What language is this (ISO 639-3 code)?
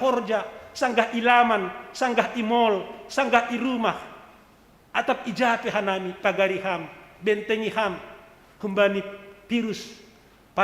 bts